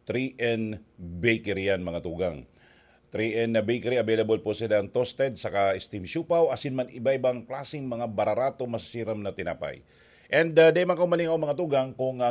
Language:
Bikol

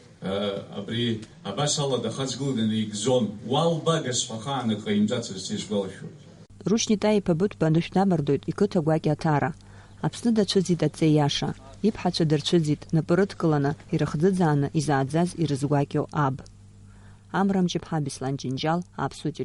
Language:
Abkhazian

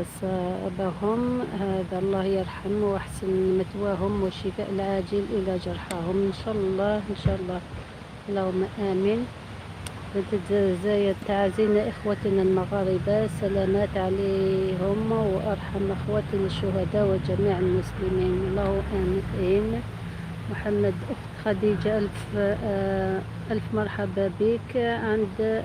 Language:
Algerian Arabic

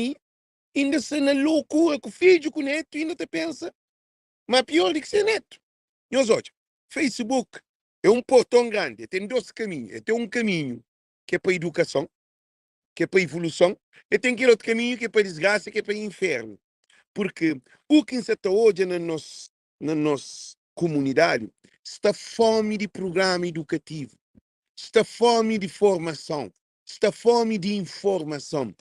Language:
Kabuverdianu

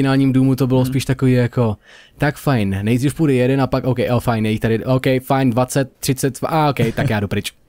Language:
Czech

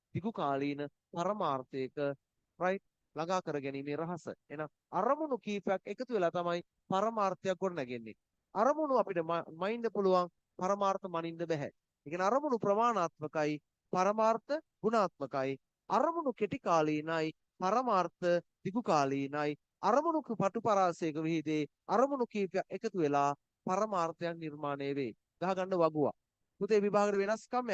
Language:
Sinhala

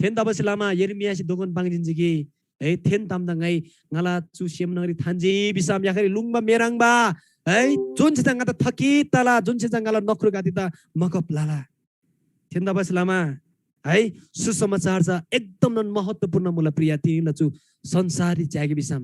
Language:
Eastern Tamang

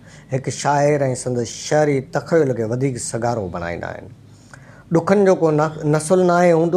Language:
Sindhi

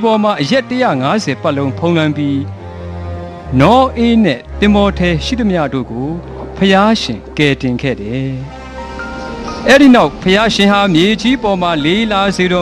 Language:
Burmese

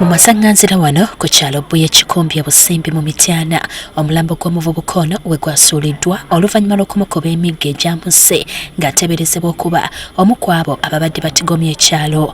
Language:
Ganda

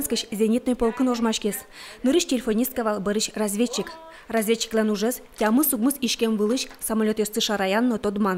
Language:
Udmurt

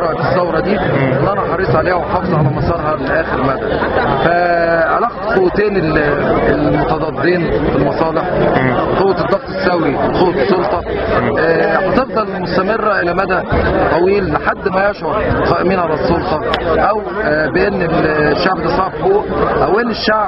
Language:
Egyptian Arabic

